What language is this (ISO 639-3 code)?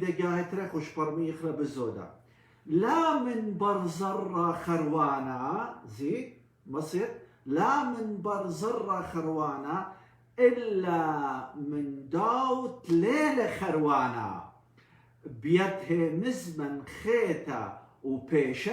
aii